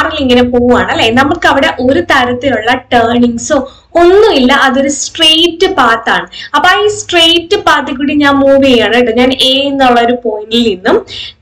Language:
Malayalam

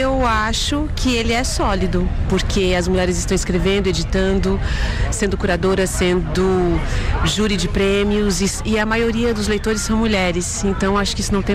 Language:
Portuguese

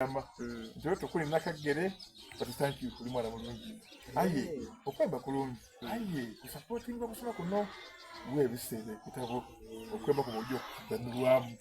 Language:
Soga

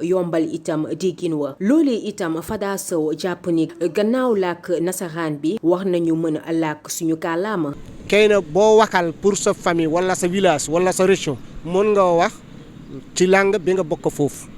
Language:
Wolof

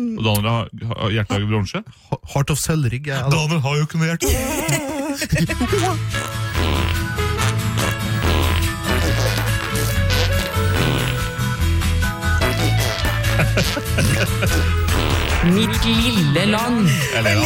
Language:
Norwegian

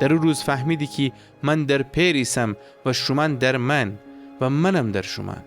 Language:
Gilaki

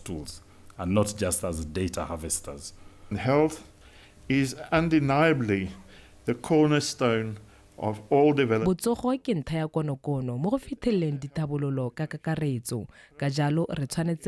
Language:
Tswana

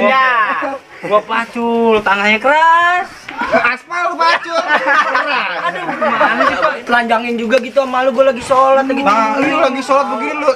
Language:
Betawi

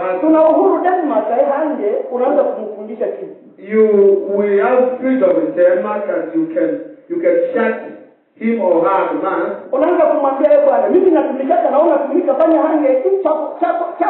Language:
Swahili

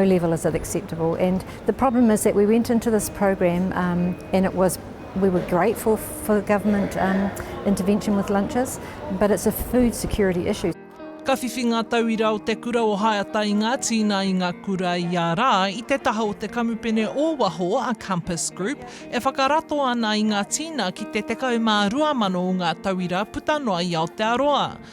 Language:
Māori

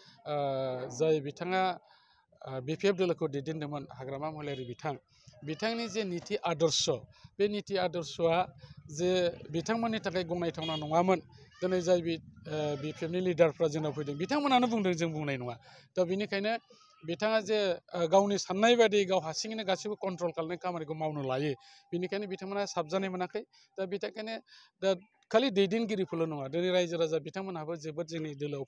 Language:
Bodo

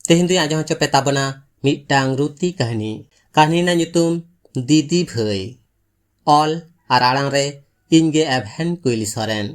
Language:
Santali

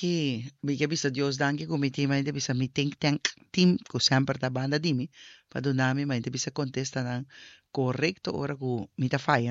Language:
Papiamento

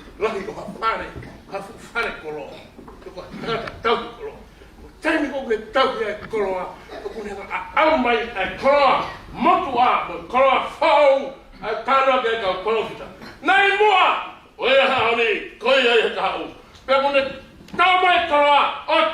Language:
Tongan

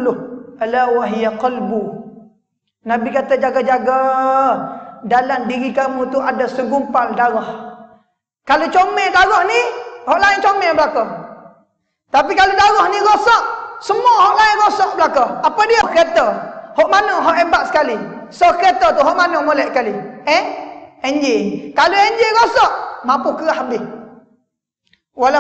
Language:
Malay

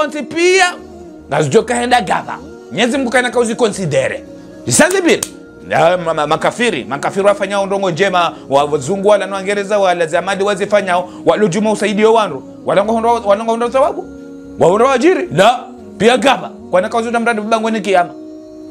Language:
Ngazidja Comorian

